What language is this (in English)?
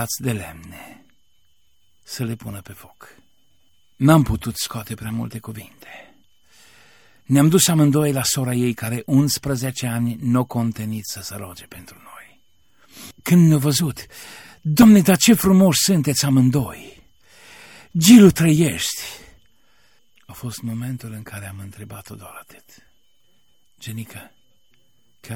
Romanian